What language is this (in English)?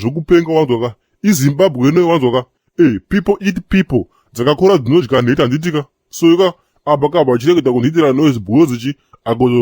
Shona